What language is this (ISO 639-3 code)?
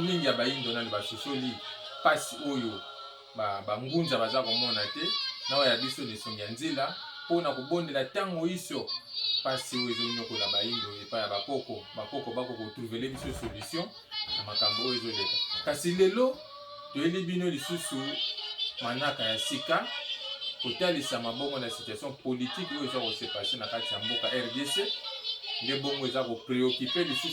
lin